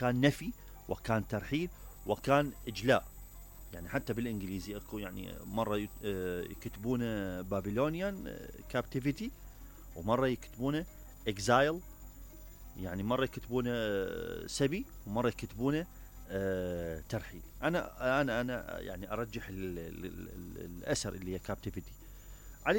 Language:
Mesopotamian Arabic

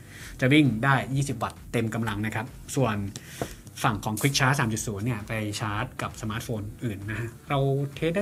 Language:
Thai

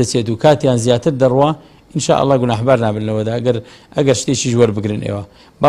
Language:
Central Kurdish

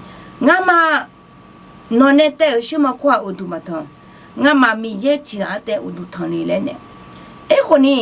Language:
Akha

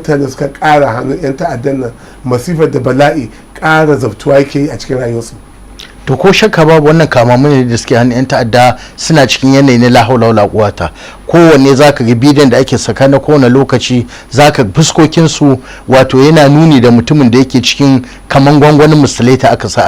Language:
Hausa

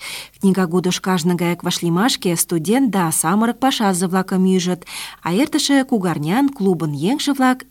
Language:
Mari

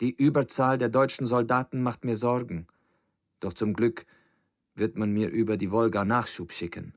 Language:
Bavarian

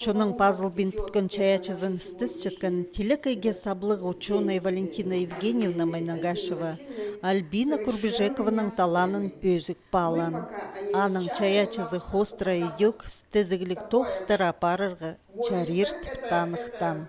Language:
Khakas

